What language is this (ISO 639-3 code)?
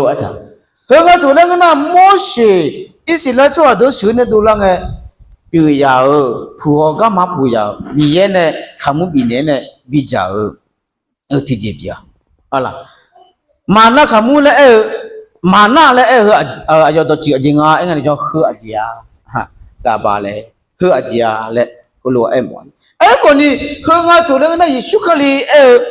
ahk